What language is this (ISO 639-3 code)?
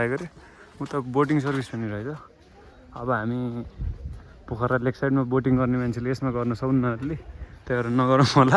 nep